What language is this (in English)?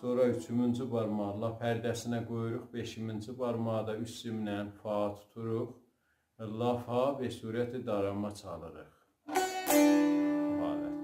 South Azerbaijani